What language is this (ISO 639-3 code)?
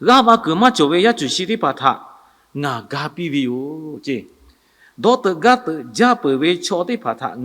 lhu